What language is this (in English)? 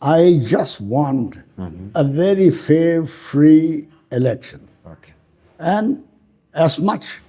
Tangkhul Naga (India)